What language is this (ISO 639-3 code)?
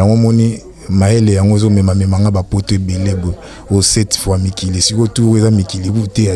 lin